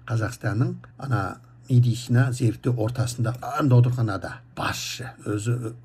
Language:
Kazakh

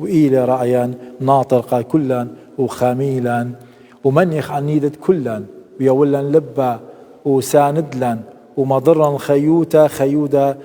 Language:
Assyrian Neo-Aramaic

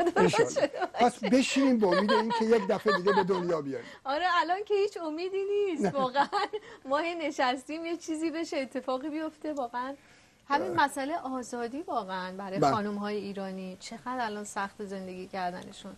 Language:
Persian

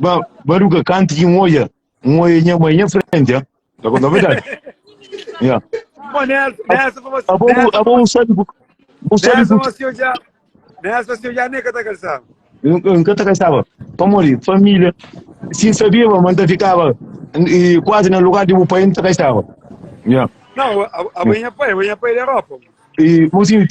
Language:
Kabuverdianu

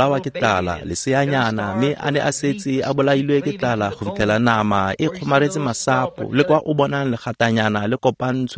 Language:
Tswana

